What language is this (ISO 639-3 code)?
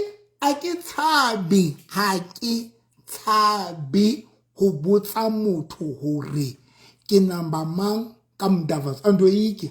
sot